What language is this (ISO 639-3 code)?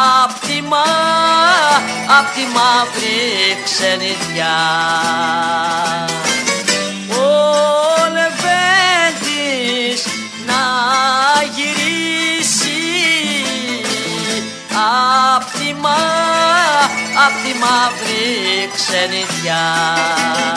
ell